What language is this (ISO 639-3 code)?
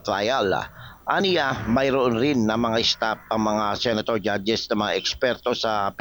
fil